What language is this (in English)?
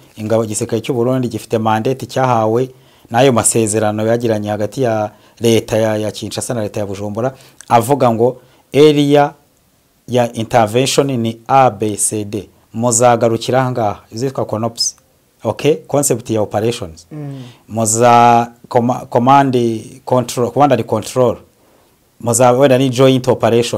Kinyarwanda